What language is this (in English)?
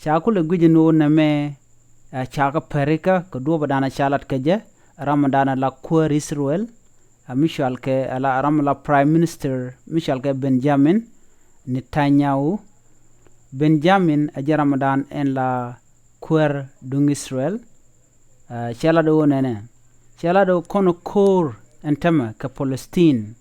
Nuer